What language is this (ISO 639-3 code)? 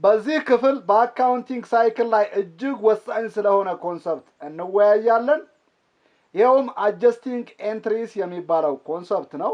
amh